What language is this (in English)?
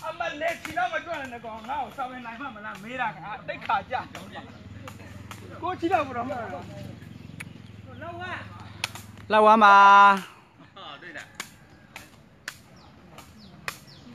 Burmese